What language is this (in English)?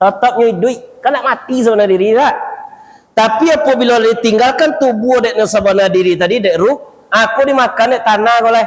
Minangkabau